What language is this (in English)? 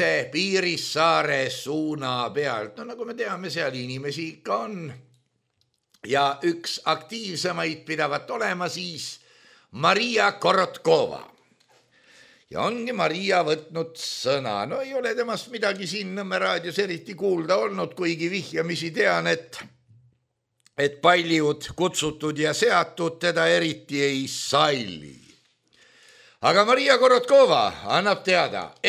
Estonian